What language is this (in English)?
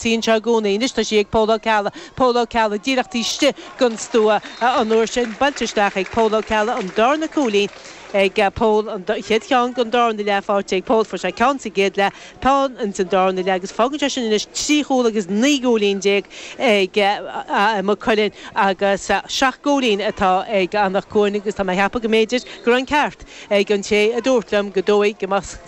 Irish